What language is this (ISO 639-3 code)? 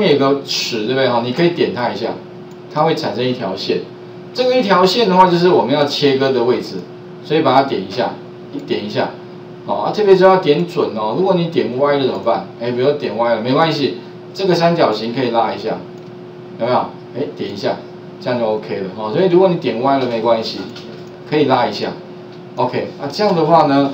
zho